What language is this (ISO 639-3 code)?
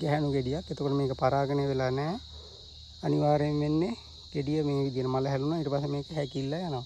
sin